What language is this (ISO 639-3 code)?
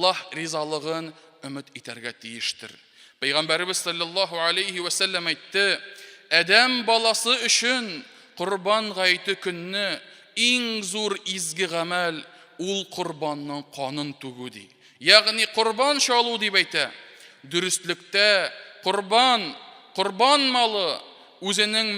tat